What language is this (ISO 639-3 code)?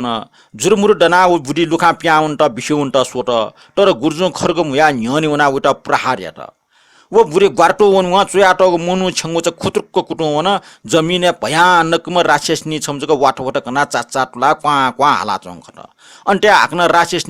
new